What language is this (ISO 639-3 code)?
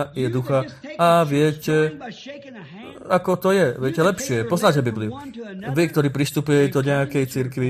slk